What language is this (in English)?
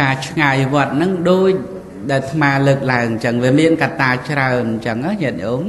Khmer